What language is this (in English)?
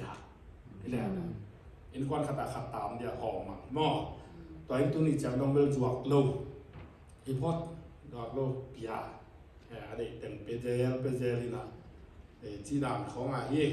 Tedim Chin